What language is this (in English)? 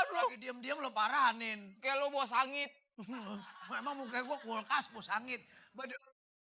Betawi